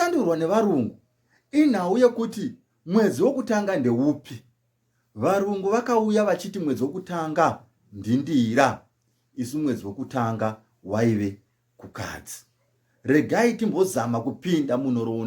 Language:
Shona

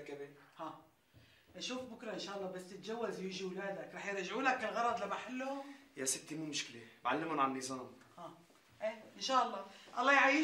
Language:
North Levantine Arabic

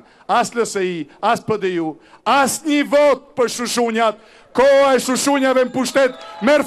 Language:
Albanian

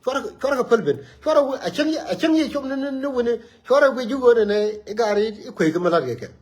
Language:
Nuer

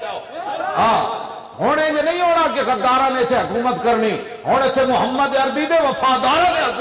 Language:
Western Panjabi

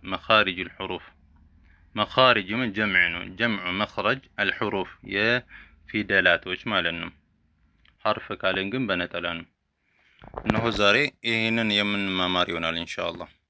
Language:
Amharic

